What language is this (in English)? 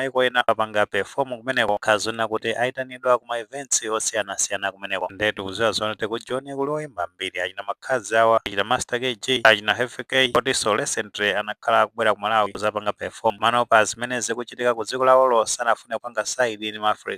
Nyanja